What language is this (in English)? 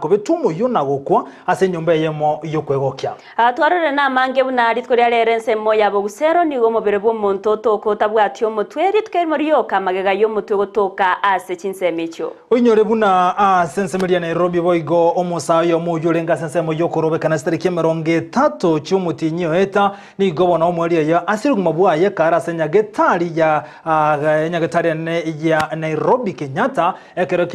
Gusii